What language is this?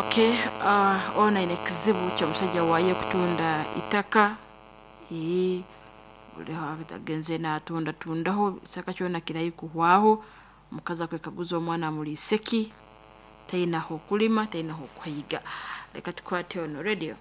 Nyoro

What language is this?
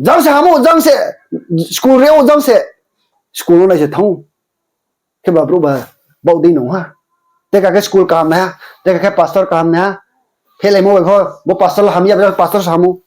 Riang (India)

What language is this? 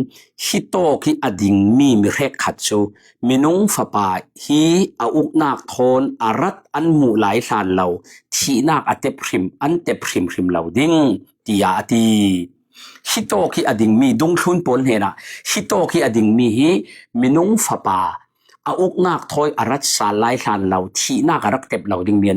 Falam Chin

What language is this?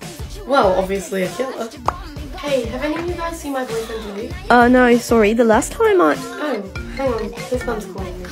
English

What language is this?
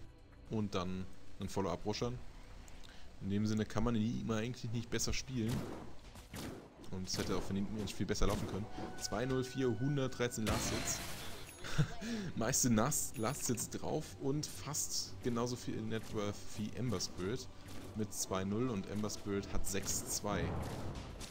German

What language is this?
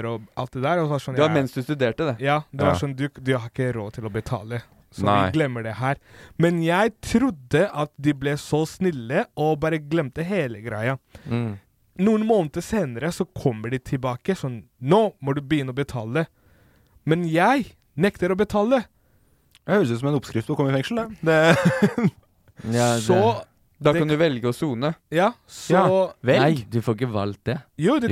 Norwegian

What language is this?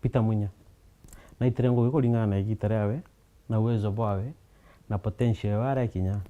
Meru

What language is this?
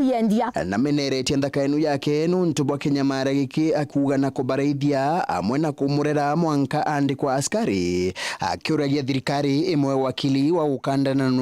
Meru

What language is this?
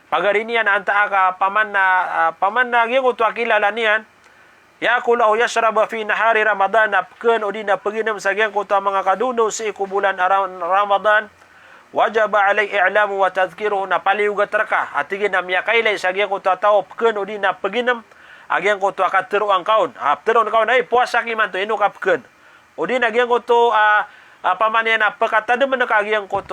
Maranao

